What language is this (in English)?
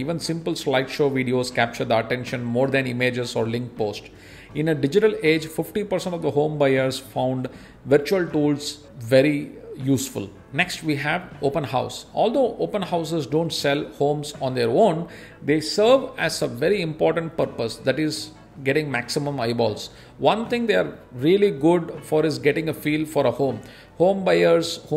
English